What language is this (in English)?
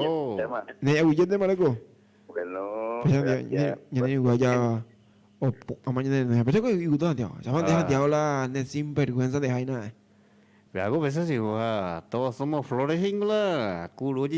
Guarani